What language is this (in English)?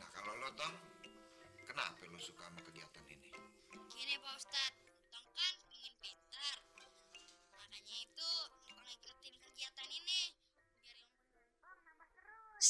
Betawi